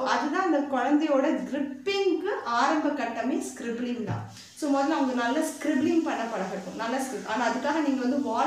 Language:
Tamil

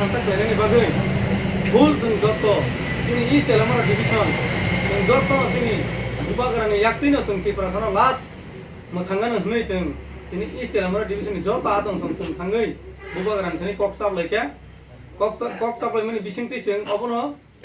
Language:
Kok Borok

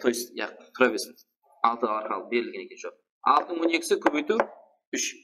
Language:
Kara-Kalpak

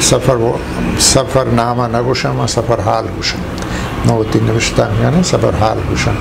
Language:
Eastern Balochi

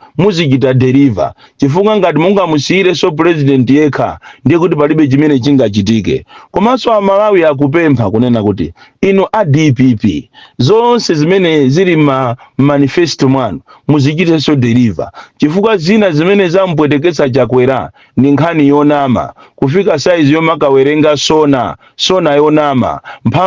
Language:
Nyanja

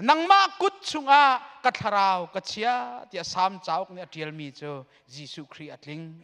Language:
Hakha Chin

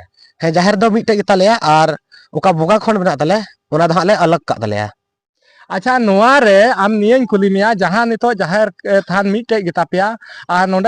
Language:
Santali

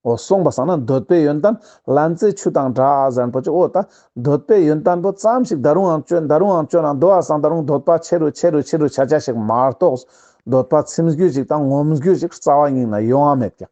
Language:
Ladakhi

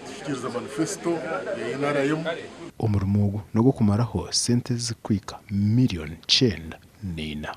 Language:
Nyankole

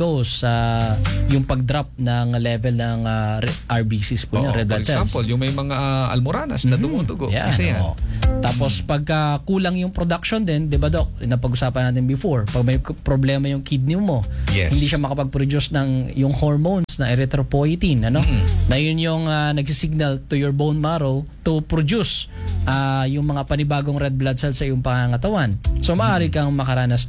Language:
Filipino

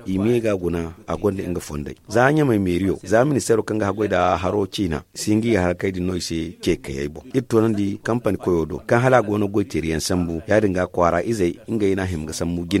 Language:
Zarma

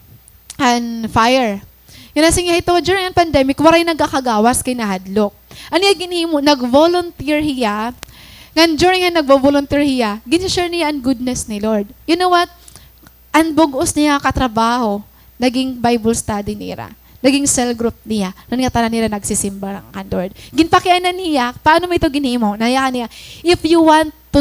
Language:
Waray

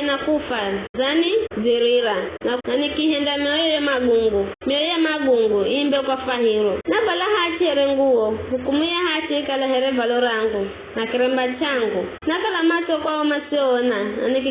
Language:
Giryama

